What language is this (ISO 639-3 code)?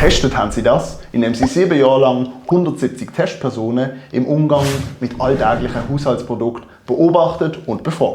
gsw